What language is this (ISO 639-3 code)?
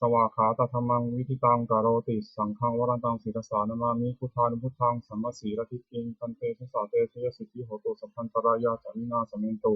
pli